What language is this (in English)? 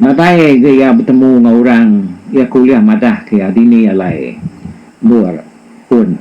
Iban